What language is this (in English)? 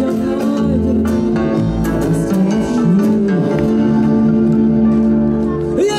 Slovak